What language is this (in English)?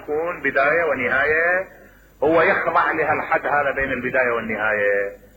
Mesopotamian Arabic